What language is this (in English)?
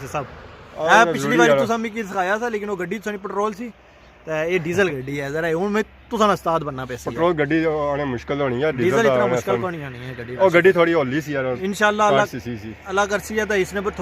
Pahari-Potwari